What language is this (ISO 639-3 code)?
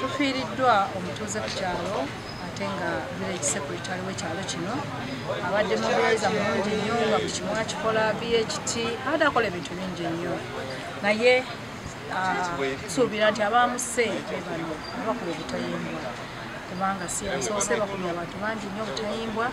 lug